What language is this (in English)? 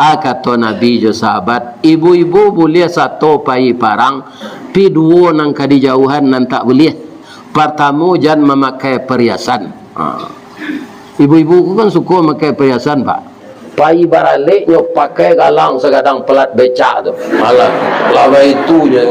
Minangkabau